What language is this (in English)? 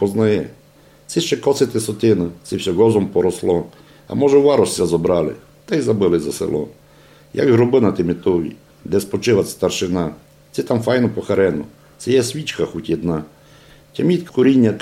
Rusyn